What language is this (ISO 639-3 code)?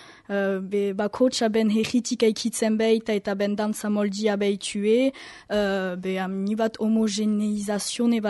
eus